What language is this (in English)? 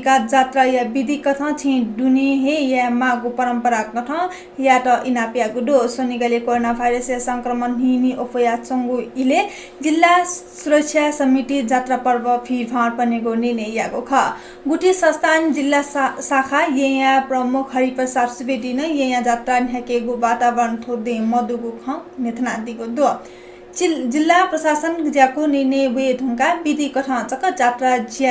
Newari